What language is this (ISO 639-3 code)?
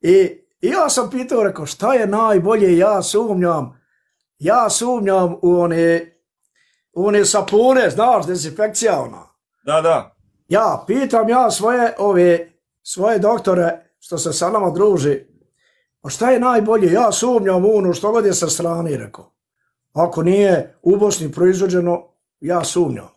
bos